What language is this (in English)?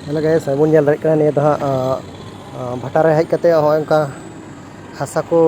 Santali